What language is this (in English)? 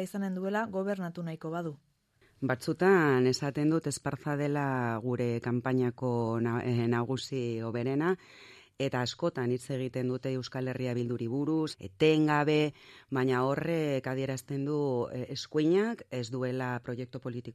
Basque